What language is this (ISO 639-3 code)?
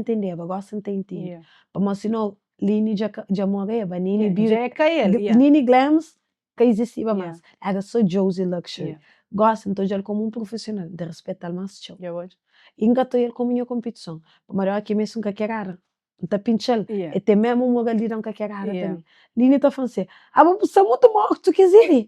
kea